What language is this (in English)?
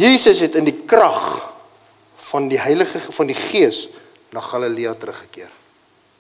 Afrikaans